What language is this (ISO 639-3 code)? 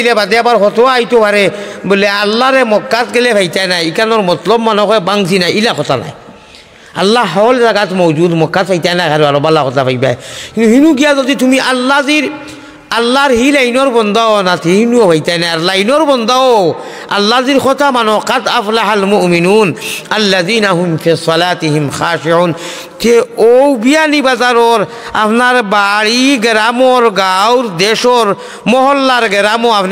syl